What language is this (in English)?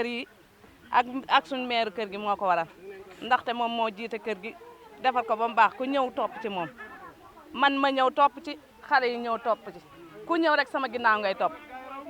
Wolof